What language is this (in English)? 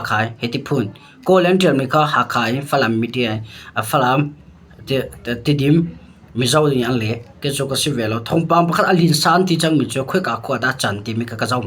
Hakha Chin